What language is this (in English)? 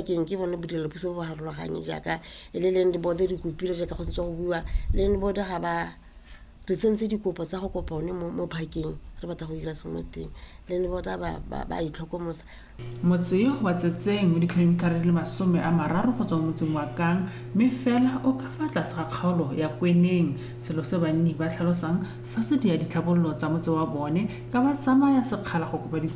Tswana